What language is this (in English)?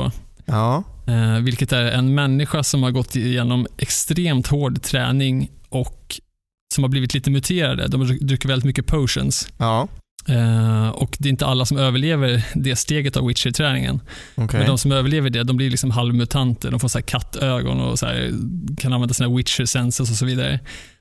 Swedish